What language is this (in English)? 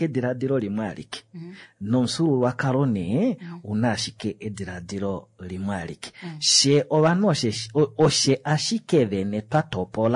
Kuanyama